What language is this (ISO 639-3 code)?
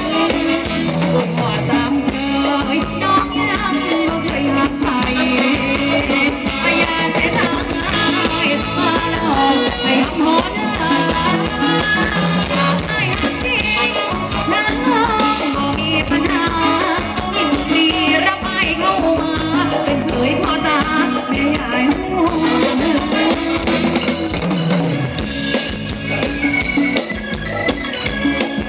tha